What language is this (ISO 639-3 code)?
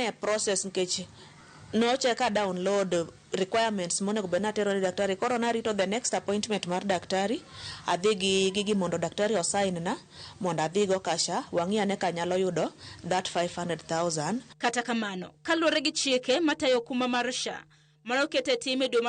luo